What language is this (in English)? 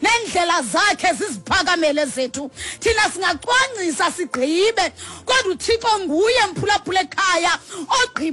Xhosa